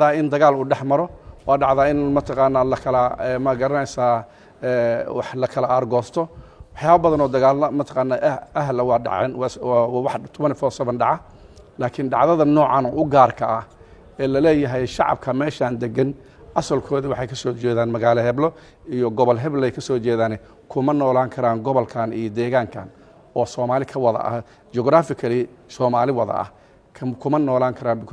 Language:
Somali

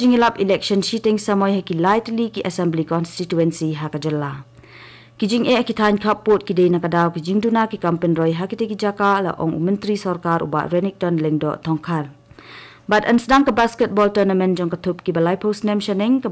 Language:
Khasi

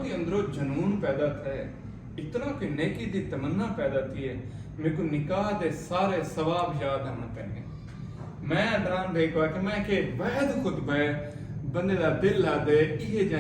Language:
Saraiki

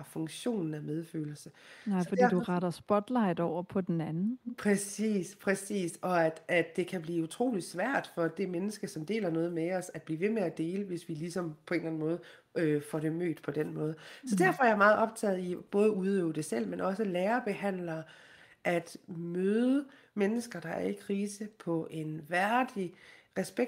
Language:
Danish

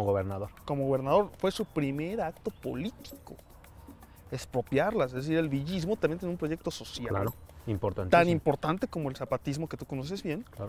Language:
Spanish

